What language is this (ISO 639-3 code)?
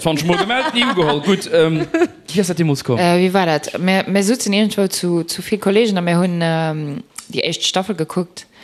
ltz